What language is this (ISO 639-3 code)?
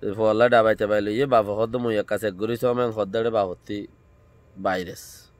rhg